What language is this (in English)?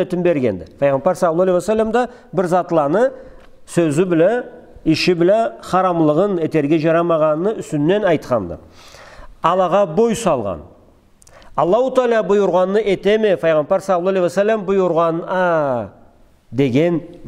Karachay-Balkar